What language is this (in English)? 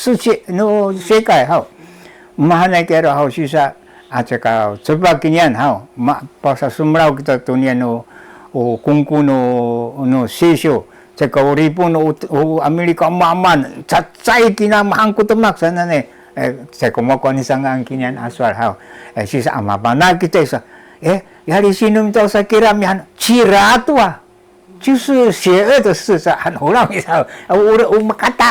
Sakizaya